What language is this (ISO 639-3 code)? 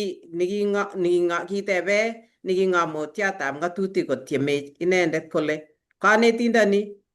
kln